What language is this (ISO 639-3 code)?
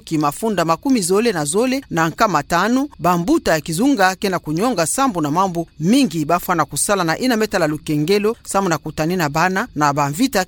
ktu